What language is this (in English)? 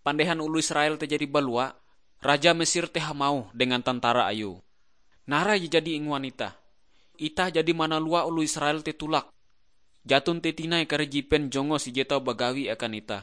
Ngaju